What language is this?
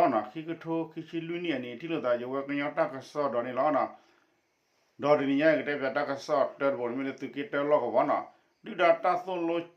S'gaw Karen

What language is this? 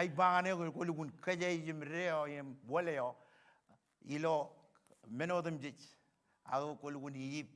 Marshallese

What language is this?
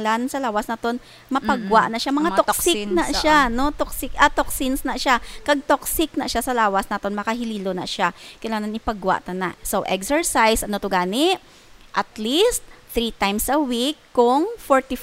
Hiligaynon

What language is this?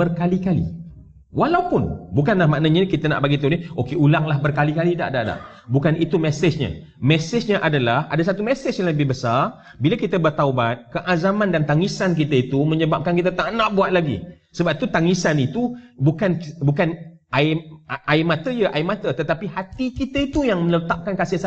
Malay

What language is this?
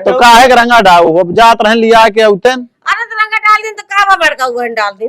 Awadhi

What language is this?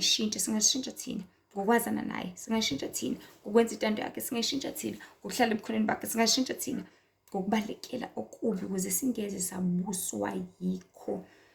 Zulu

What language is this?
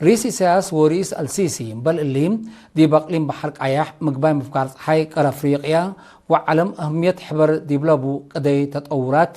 Tigre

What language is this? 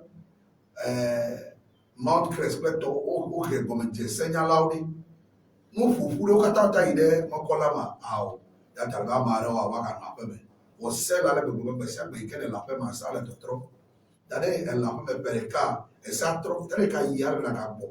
Ewe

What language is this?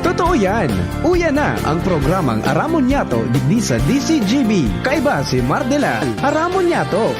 Bikol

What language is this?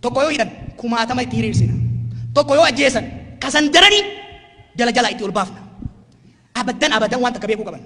Oromo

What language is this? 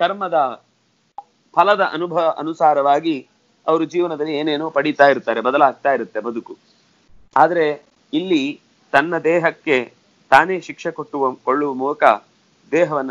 Kannada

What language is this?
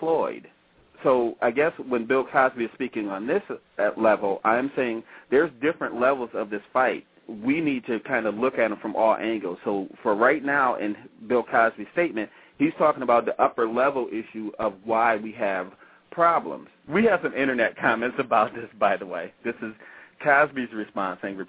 English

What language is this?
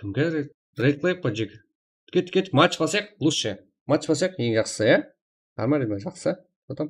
Kara-Kalpak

